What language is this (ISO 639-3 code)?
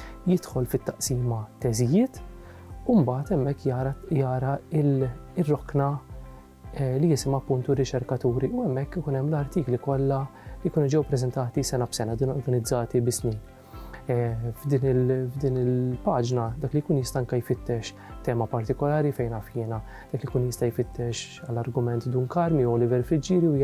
mlt